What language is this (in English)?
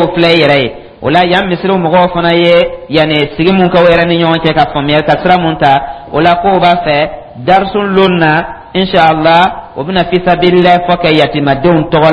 Dyula